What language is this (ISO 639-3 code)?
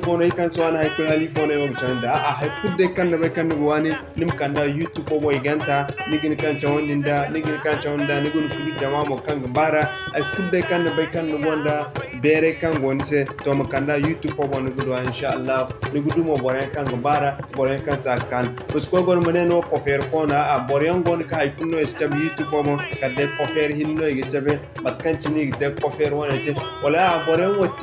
dje